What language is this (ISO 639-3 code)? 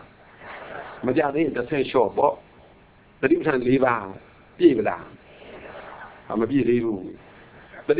mya